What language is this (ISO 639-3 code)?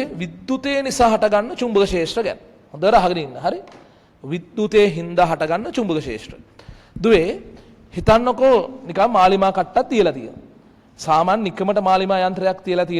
sin